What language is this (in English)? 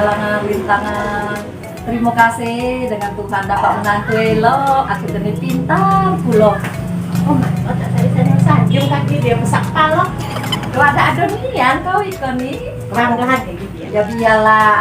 Musi